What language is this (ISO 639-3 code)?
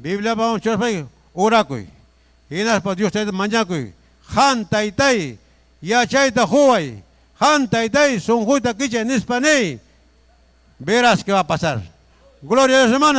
quy